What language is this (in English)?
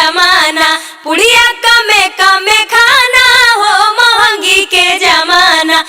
Magahi